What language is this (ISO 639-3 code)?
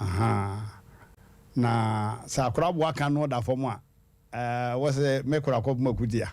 aka